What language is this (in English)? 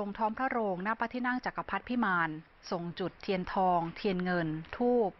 Thai